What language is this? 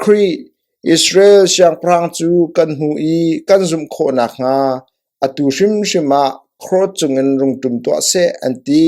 Hakha Chin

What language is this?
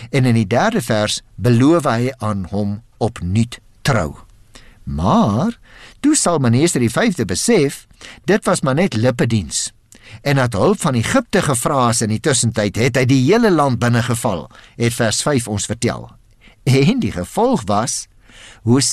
Afrikaans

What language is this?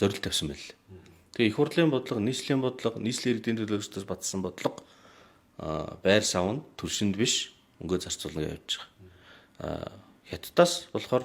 Mongolian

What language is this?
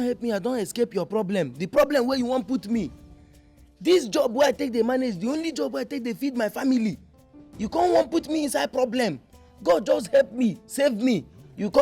Nigerian Pidgin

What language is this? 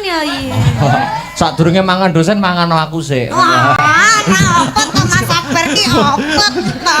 Javanese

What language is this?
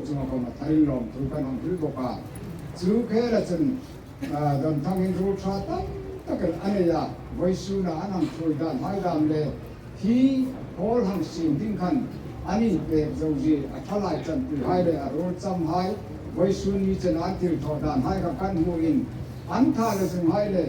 Hmar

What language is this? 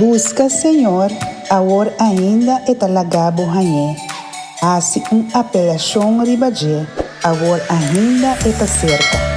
Papiamento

